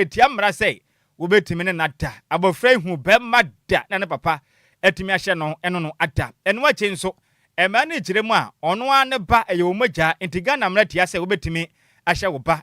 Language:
Akan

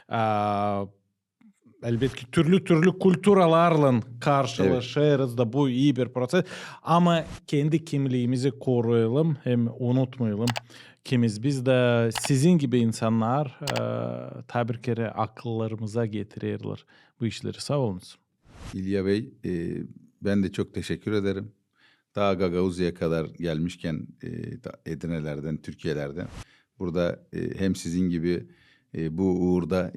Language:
Gagauz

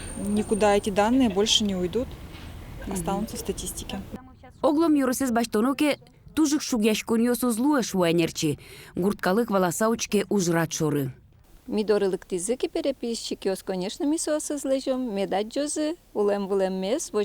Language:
Udmurt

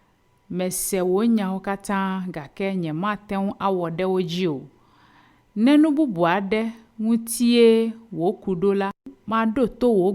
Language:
Ewe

